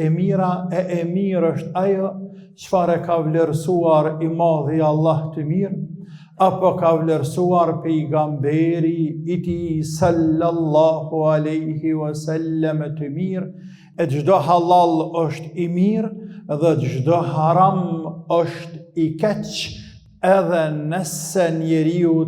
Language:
Albanian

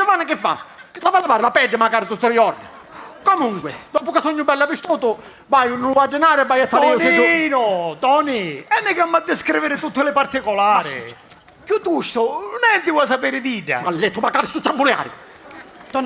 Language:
Sicilian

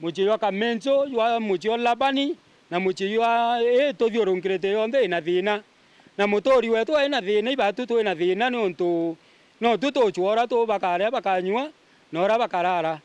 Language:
Meru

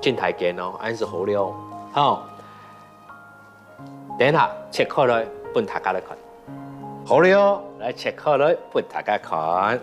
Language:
Hakka Chinese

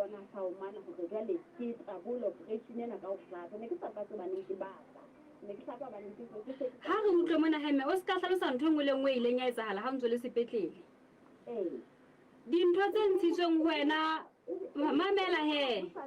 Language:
Southern Sotho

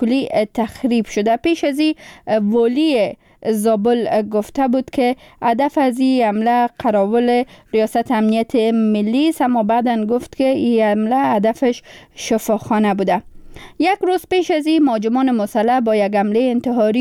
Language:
Persian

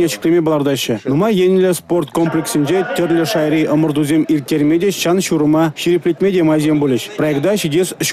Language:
Chuvash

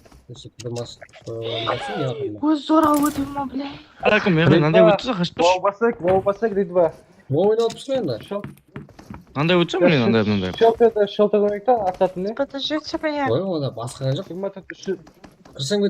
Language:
Kara-Kalpak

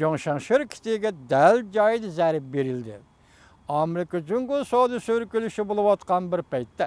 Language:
Uyghur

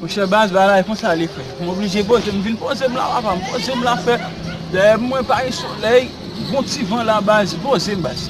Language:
Haitian Creole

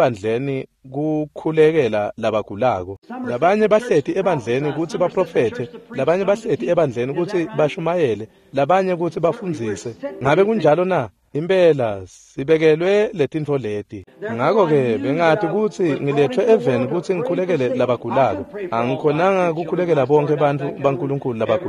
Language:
Swati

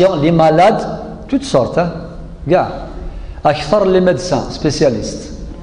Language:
Kabyle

